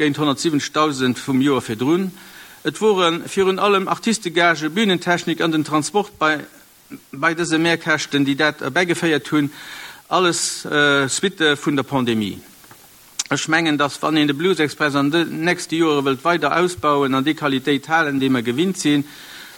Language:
Luxembourgish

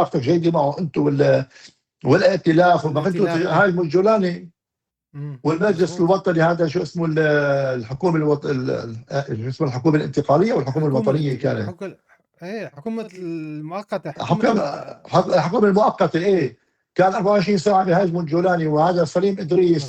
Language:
North Levantine Arabic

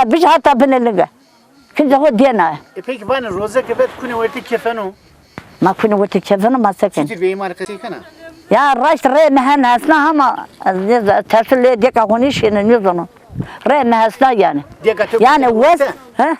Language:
Zaza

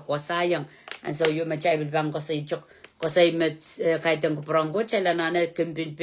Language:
Pohnpeian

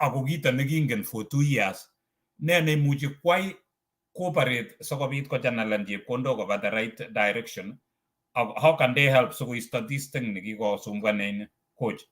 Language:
Kalenjin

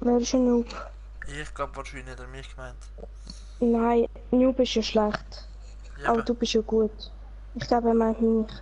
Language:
Swiss German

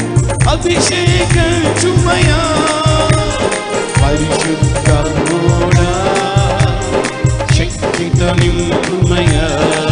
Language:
Telugu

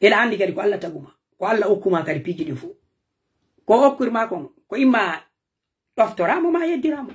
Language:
Pular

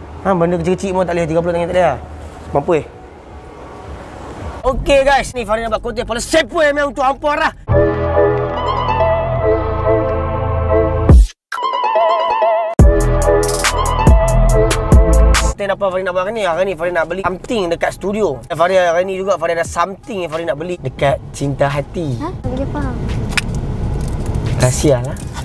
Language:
Malay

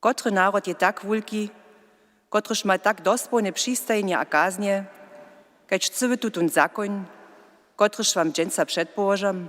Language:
Upper Sorbian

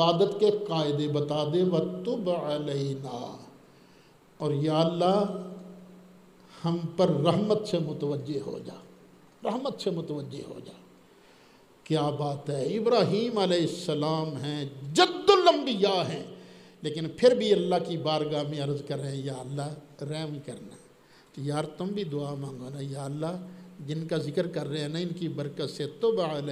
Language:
Urdu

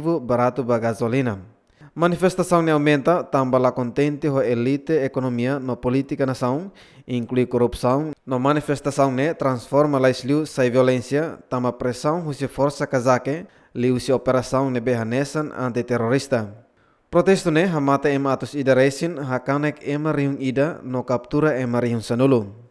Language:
Tetum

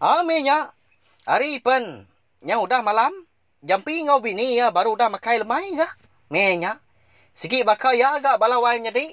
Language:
Iban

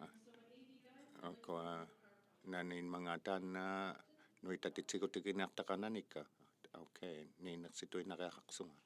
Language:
Inuktitut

